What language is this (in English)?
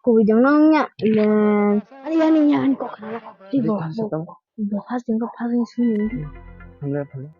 Kok Borok